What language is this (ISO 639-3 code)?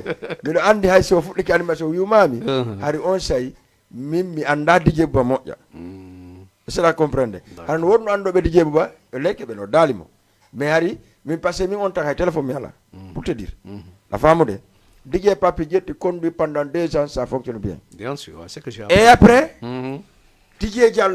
ful